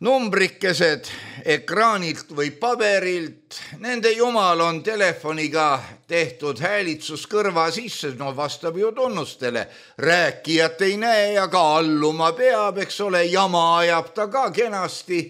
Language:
Estonian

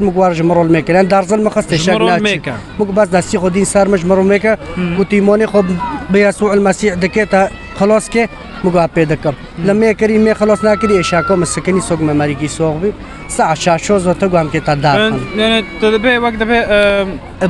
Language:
Kurdish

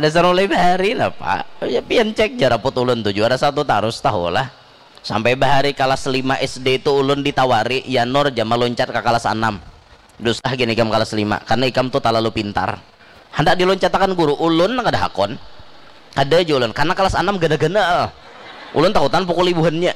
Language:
Banjar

